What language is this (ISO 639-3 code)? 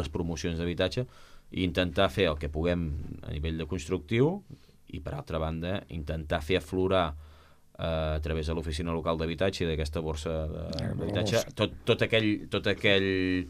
cat